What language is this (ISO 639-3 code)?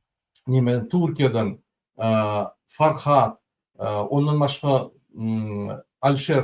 tuk